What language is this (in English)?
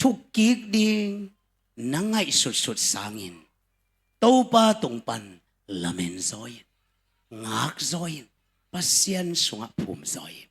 Tedim Chin